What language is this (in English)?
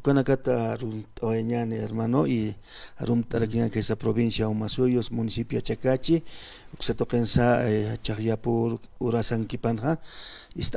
Aymara